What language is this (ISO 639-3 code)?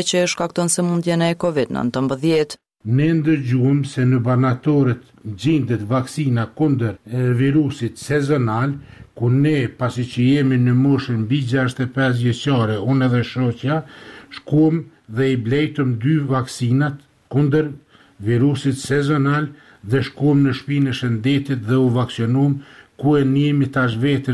sqi